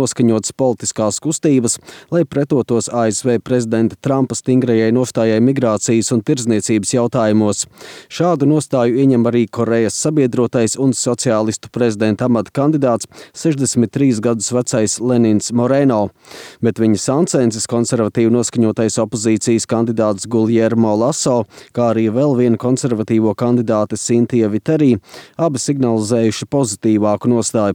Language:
Latvian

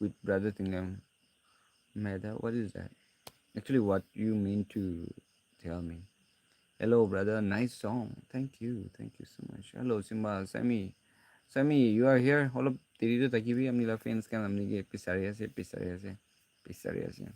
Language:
Naga Pidgin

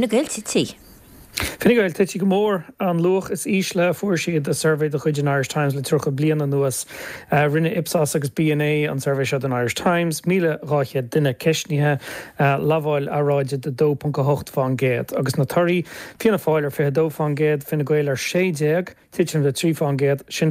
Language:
Irish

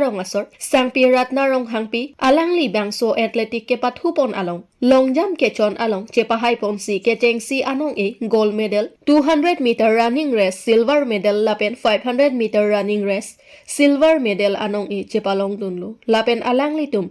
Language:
Karbi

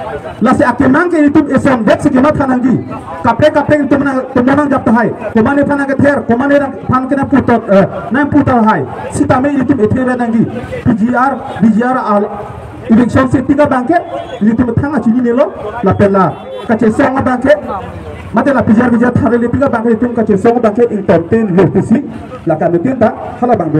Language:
Karbi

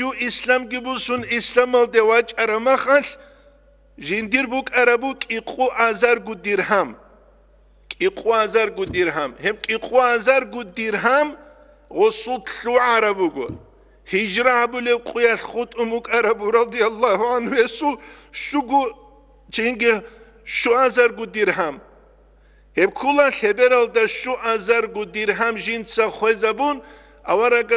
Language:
Avaric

